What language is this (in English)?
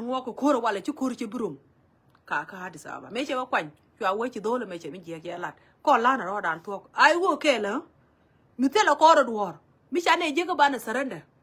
Nuer